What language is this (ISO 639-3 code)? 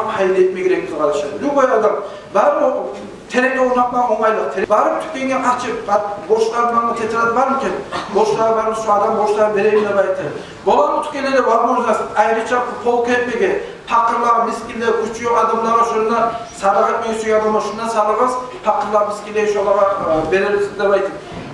kum